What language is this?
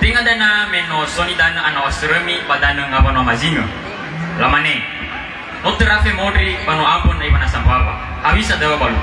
Nias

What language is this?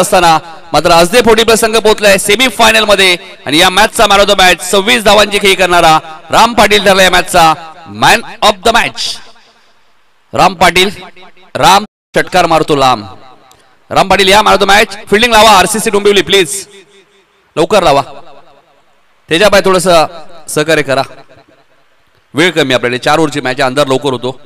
Marathi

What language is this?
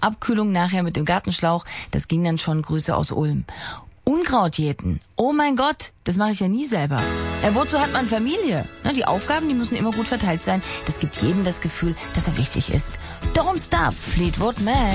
German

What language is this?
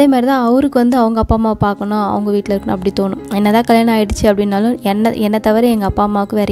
Tamil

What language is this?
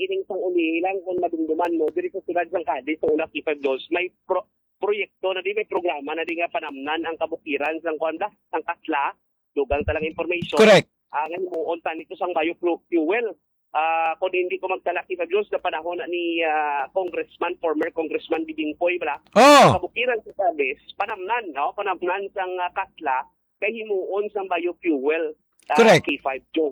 Hiligaynon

